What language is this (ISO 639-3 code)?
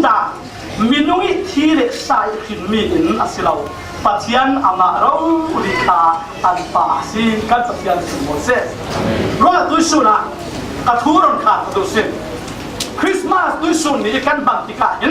cfm